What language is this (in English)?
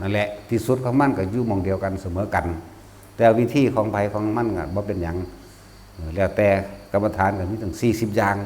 Northeastern Thai